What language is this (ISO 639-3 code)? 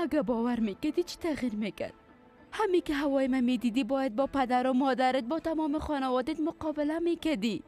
fas